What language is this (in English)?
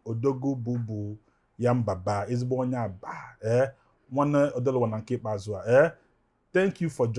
Igbo